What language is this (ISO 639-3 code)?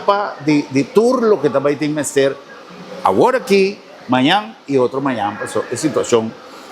pap